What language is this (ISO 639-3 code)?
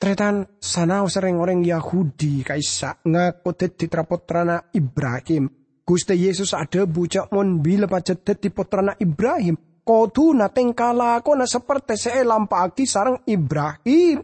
mad